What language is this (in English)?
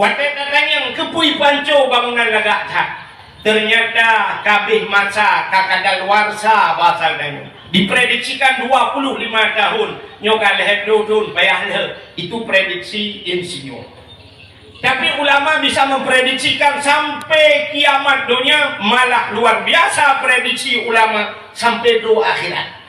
Achinese